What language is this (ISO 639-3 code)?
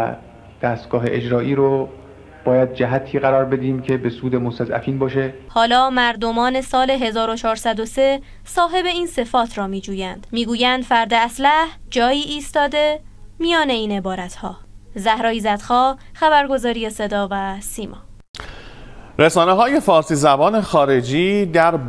fas